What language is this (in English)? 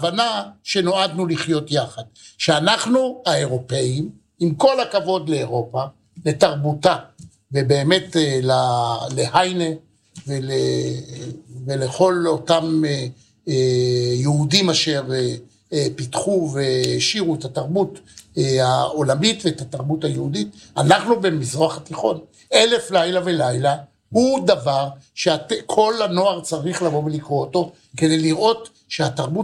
Hebrew